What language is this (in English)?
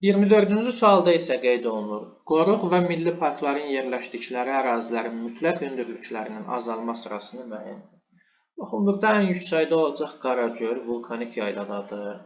Azerbaijani